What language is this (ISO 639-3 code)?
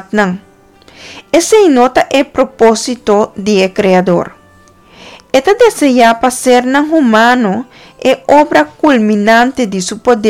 pap